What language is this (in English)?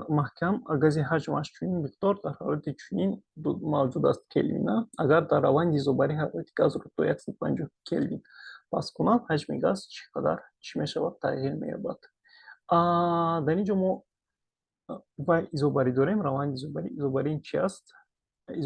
Tajik